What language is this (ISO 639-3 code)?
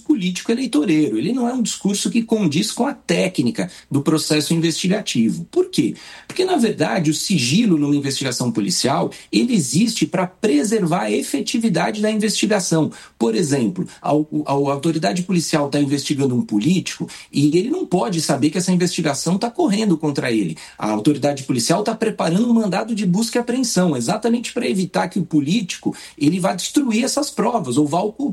por